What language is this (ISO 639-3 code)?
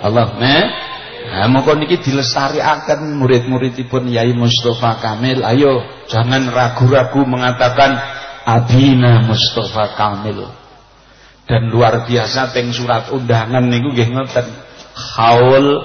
jav